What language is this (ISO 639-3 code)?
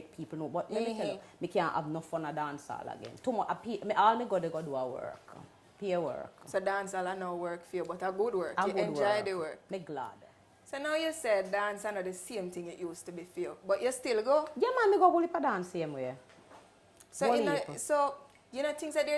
jam